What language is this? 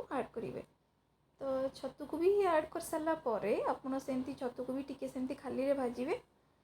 Odia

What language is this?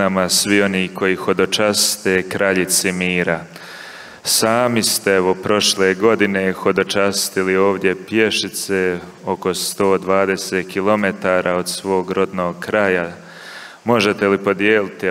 Croatian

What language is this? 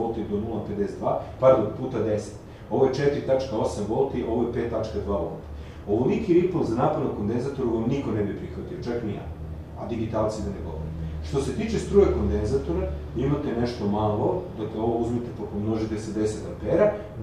Serbian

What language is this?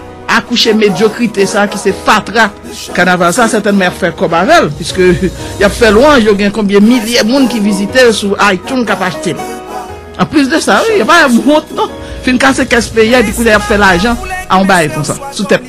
Haitian Creole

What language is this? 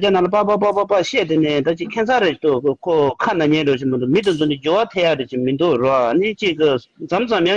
Tibetan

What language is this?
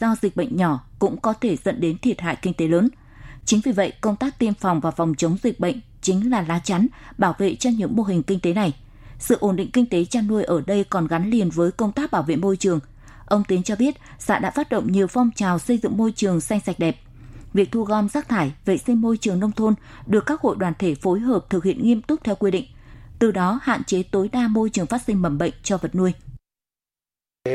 Vietnamese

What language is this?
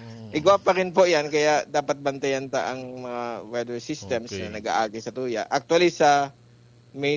Bikol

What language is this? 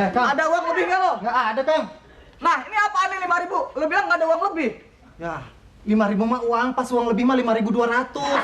Betawi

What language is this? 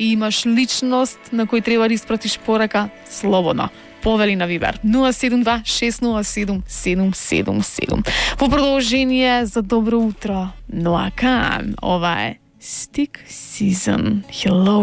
Macedonian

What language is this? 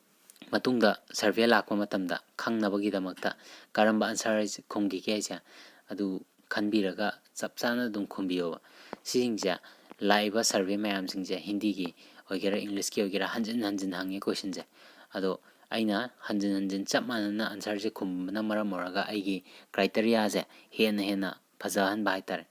Manipuri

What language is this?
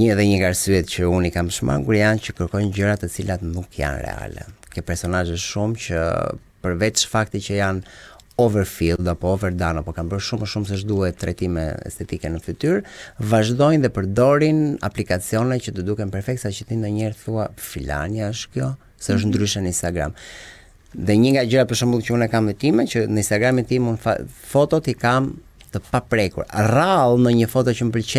Albanian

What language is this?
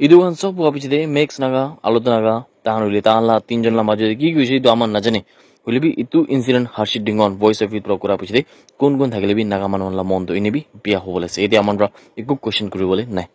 Naga Pidgin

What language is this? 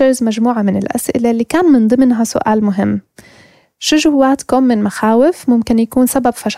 North Levantine Arabic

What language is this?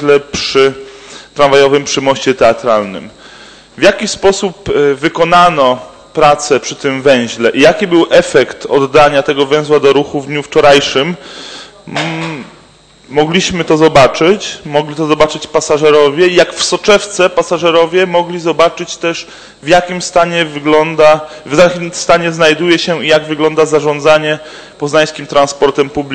Polish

